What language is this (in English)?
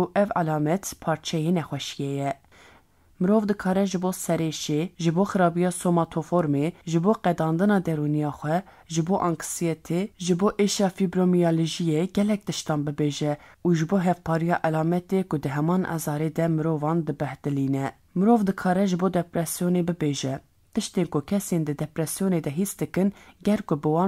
Kurdish